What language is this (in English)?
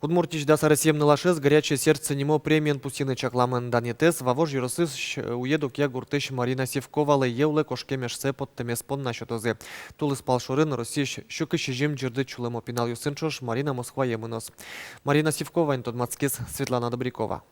Udmurt